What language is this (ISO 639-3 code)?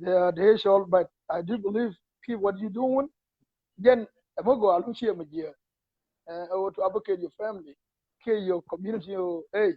nus